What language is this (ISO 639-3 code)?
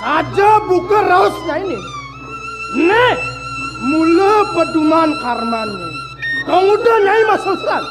ban